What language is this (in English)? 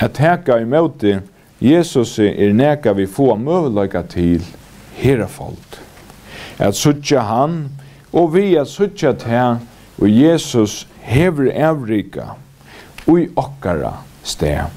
Faroese